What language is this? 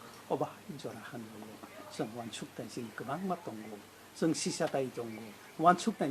Kok Borok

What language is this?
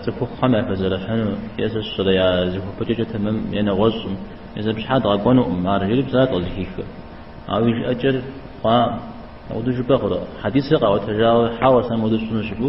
Kabardian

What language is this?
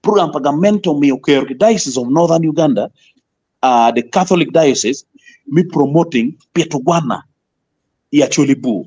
Acoli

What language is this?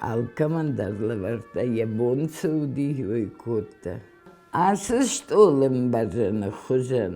Ossetic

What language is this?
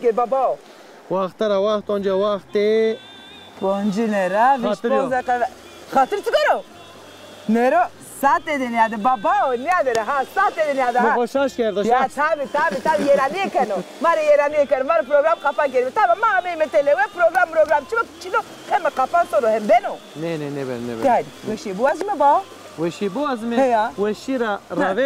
Zaza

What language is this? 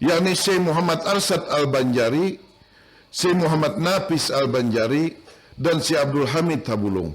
Banjar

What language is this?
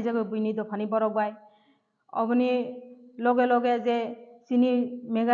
Riang (India)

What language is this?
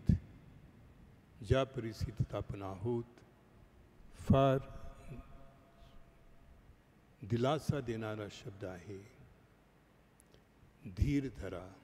Marathi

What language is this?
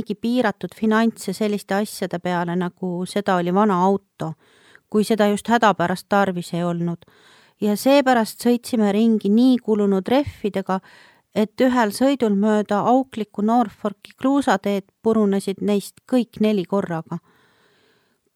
Estonian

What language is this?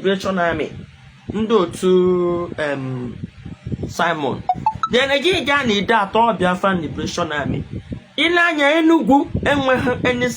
Igbo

